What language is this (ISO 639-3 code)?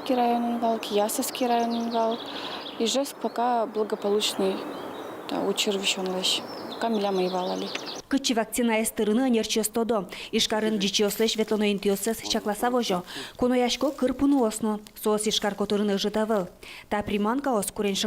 udm